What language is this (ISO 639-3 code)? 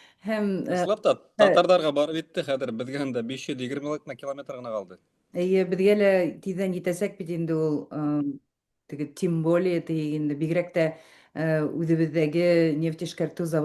bak